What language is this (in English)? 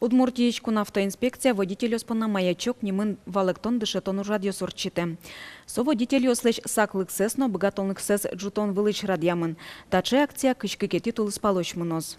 Udmurt